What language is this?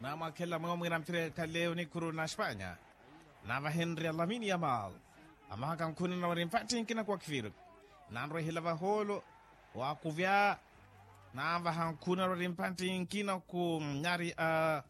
Makhuwa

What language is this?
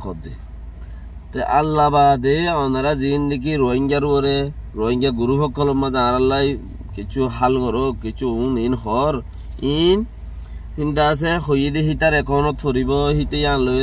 Rohingya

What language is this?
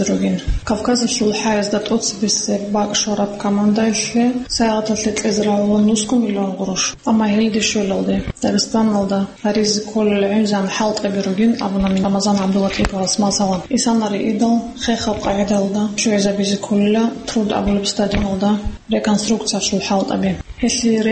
Avaric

